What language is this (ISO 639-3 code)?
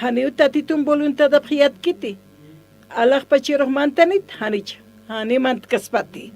aym